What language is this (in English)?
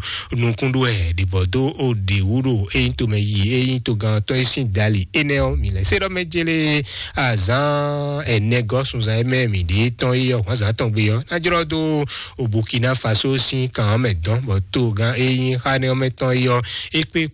Fon